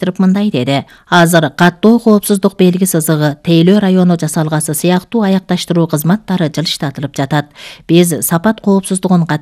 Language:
Kyrgyz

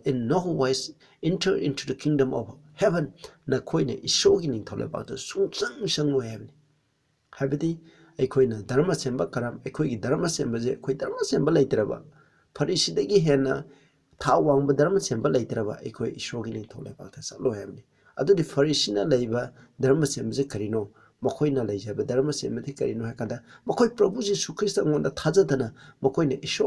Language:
Manipuri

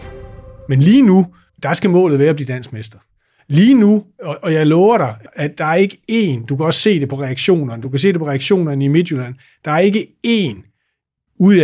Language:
Danish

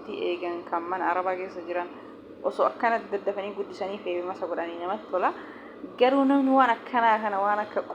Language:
Oromo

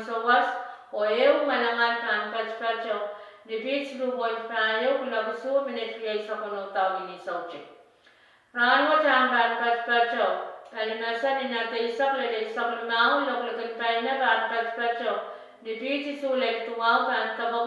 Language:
Pohnpeian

